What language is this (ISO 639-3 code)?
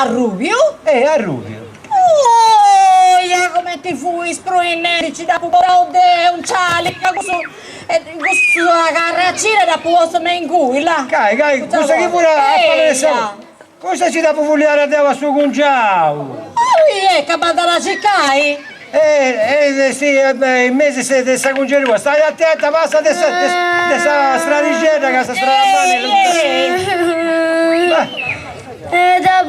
srd